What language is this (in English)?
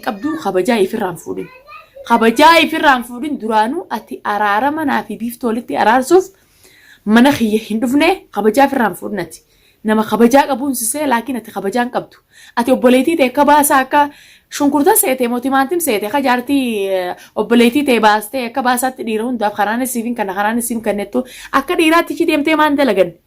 Oromo